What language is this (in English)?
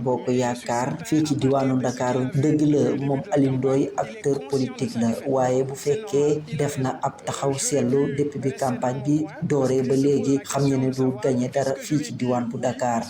Wolof